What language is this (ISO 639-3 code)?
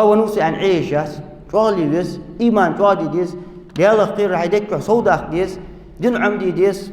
inh